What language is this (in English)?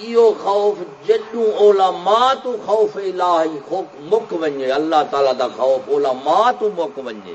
Saraiki